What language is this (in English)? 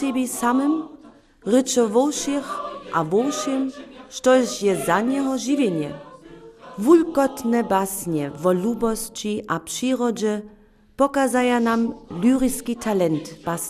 Upper Sorbian